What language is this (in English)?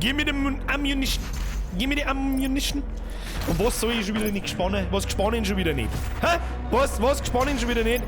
Bavarian